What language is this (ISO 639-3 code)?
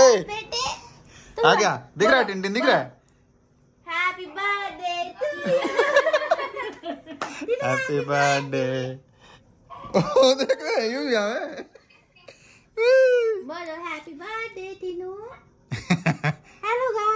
hin